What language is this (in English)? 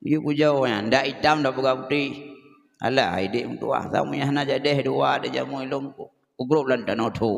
Achinese